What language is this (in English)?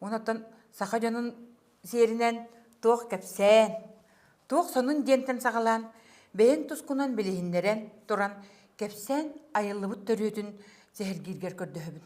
Yakut